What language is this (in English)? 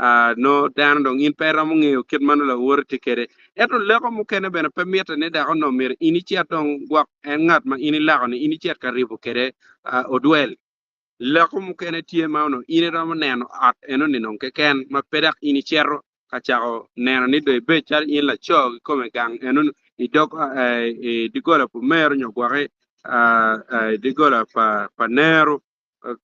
Acoli